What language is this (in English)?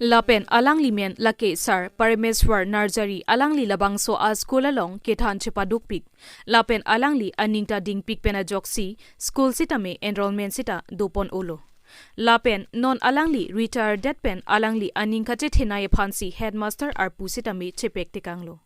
Karbi